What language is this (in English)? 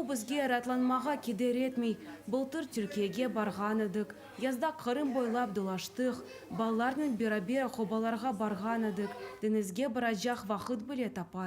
Crimean Tatar